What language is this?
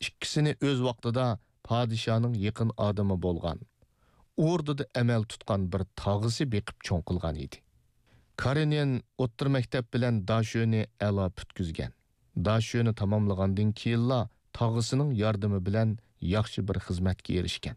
Uyghur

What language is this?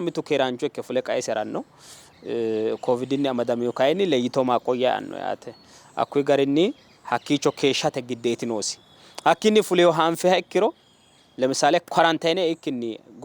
Sidamo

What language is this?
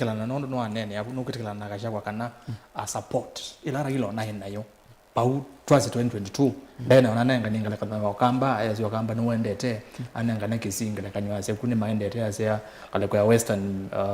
Kamba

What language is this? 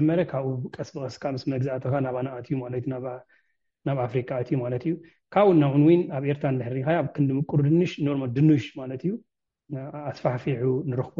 Tigrinya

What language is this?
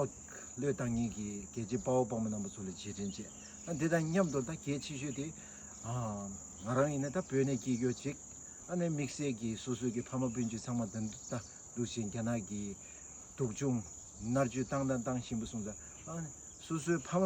Tibetan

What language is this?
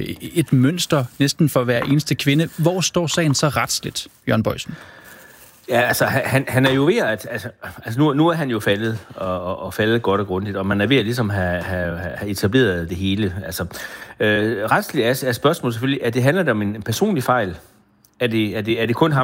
Danish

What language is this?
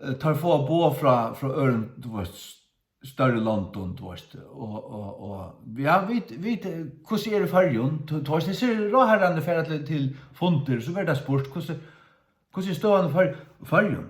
Faroese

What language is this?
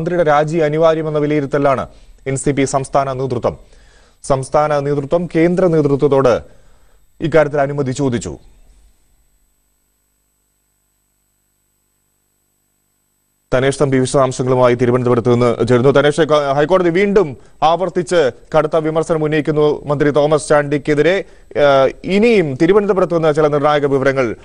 Malayalam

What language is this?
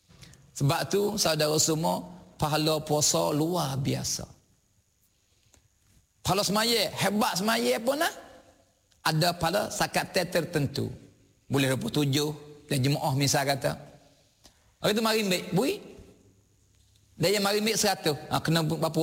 Malay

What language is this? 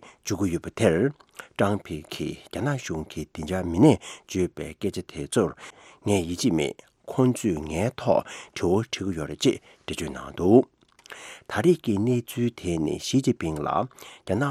Tibetan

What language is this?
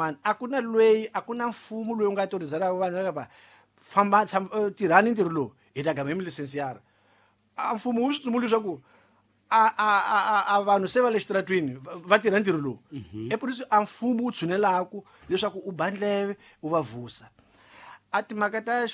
Tsonga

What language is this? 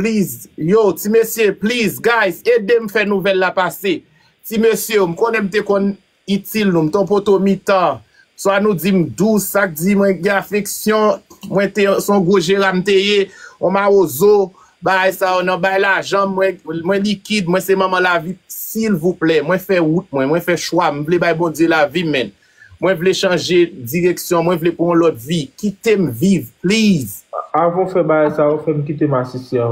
Haitian Creole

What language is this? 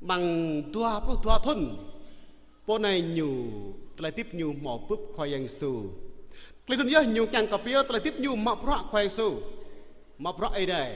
Jarai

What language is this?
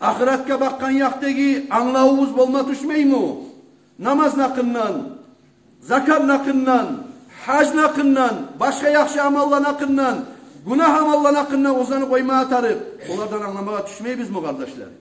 Kumyk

